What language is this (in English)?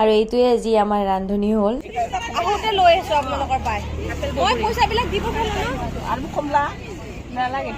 Assamese